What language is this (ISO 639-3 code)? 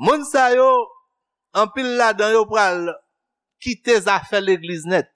hat